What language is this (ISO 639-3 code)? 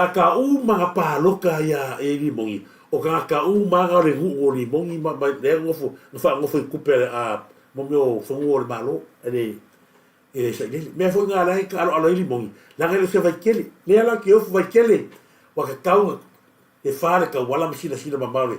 smo